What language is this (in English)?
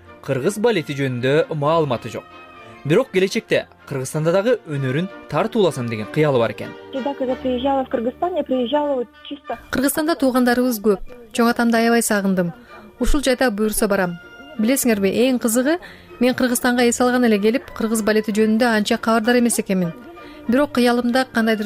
Kyrgyz